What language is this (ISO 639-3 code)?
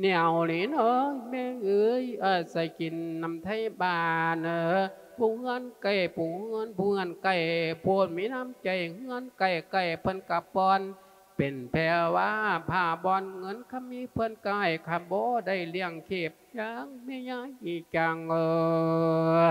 lao